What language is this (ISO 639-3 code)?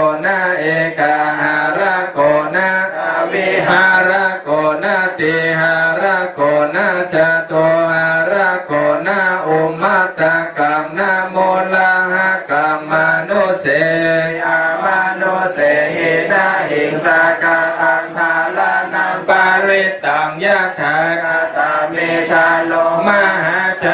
pli